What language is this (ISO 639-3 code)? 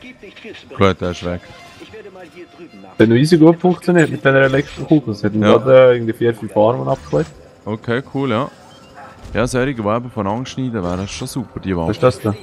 gsw